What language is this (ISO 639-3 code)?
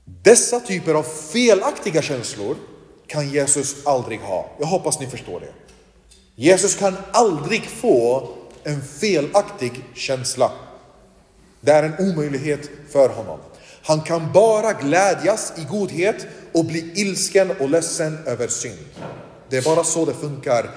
swe